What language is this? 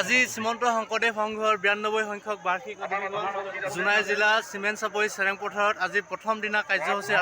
Assamese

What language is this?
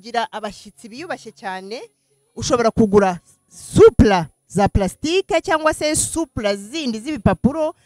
Kinyarwanda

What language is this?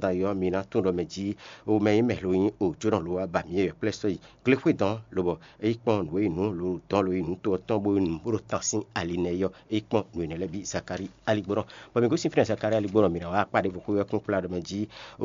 Fon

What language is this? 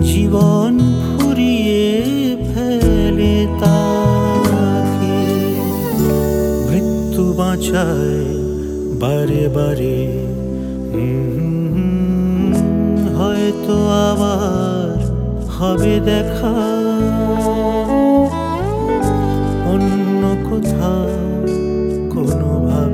Bangla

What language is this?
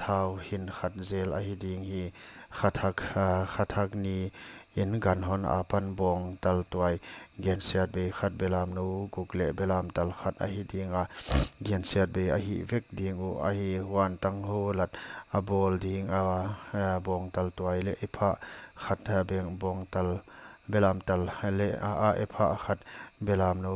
Paite Chin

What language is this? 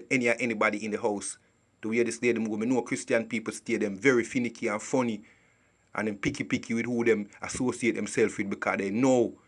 Jamaican Creole English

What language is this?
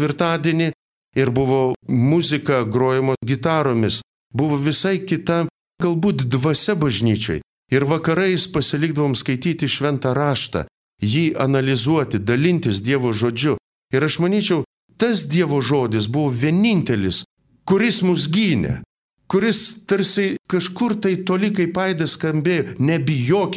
Lithuanian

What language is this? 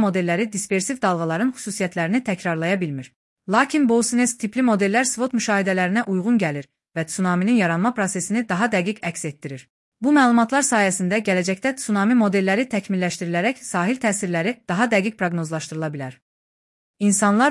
Azerbaijani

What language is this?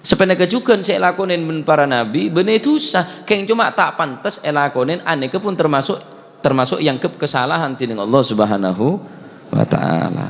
Madurese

